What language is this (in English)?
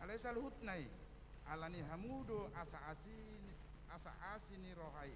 Batak Toba